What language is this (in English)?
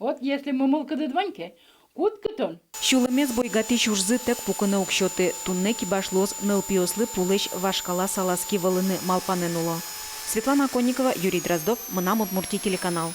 Udmurt